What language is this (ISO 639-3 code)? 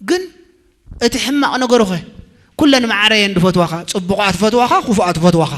tir